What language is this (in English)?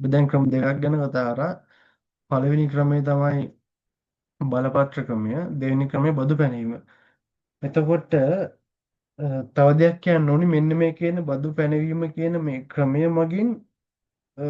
Sinhala